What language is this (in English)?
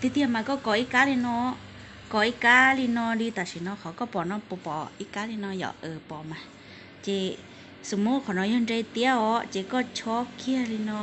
Hmong